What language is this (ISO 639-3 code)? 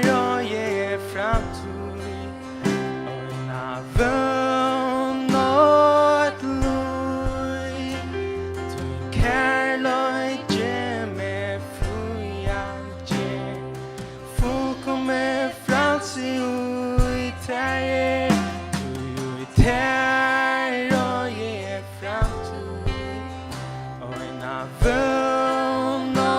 fao